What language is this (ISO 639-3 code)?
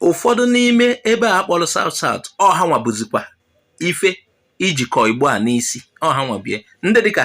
ibo